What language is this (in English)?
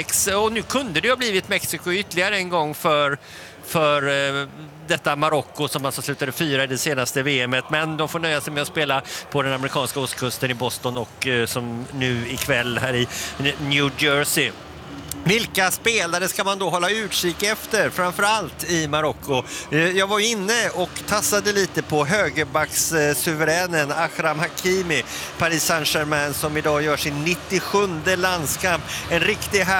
Swedish